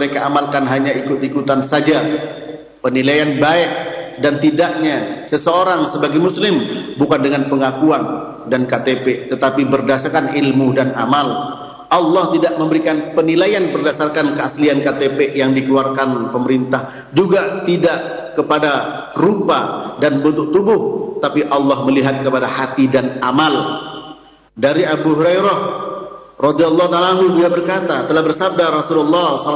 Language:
Indonesian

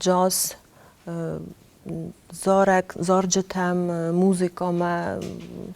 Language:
Ossetic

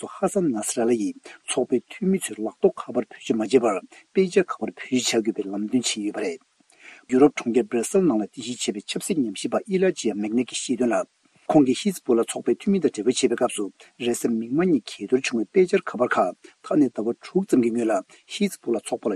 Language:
Tibetan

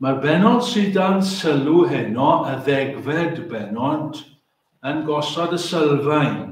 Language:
Welsh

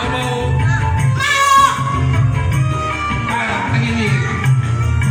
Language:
Indonesian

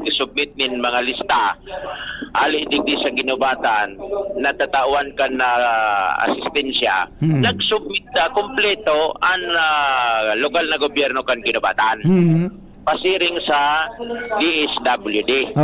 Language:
Bikol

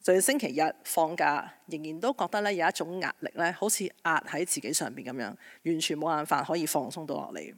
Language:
Cantonese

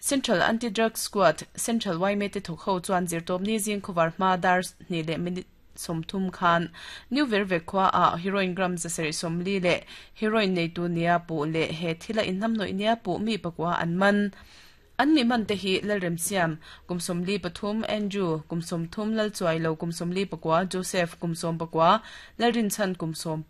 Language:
Mizo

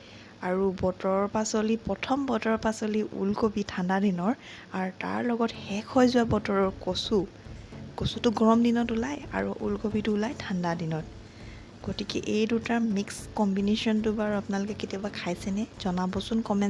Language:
Assamese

